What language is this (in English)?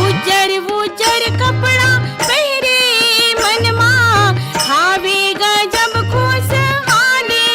Chhattisgarhi